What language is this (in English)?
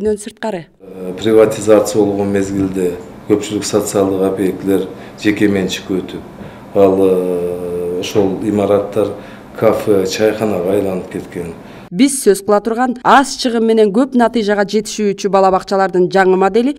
Kyrgyz